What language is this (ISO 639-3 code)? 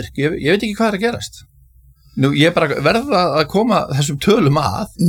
isl